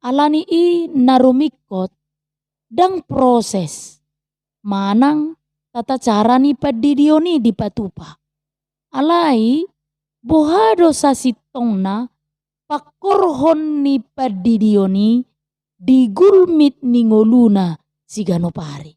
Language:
Batak Toba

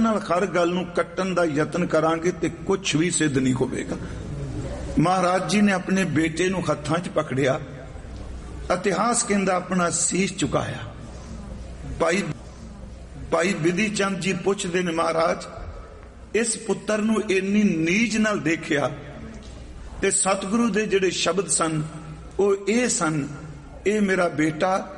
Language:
Punjabi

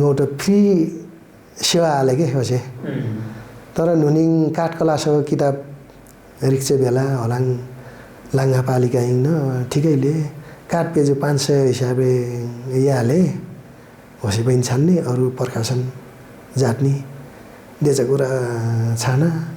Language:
Nepali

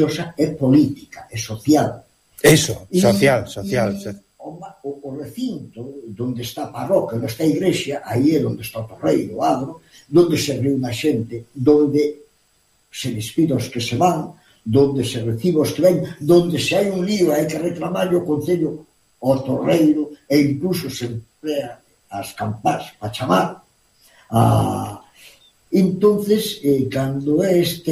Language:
Galician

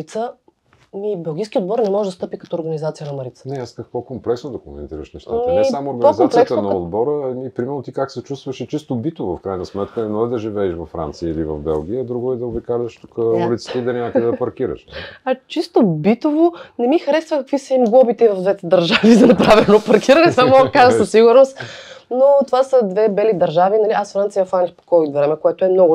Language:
Bulgarian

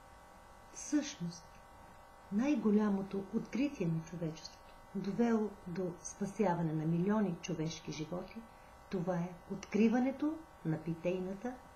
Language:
Bulgarian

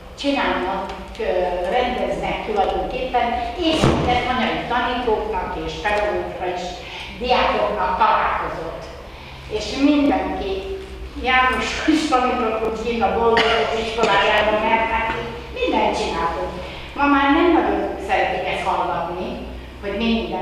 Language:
Hungarian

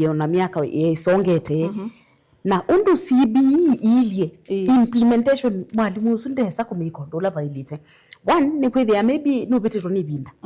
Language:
Kamba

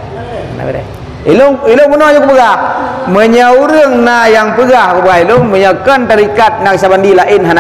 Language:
Achinese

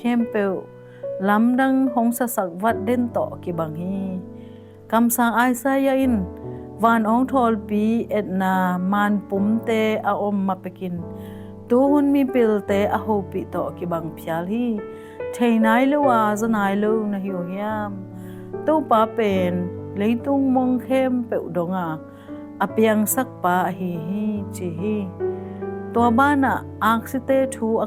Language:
Tedim Chin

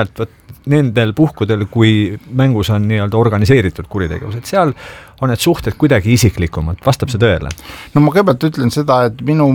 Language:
Estonian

